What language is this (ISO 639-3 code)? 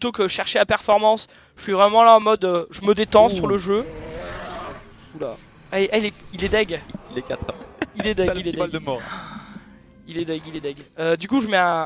fra